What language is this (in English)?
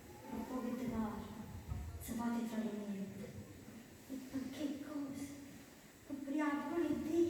Neapolitan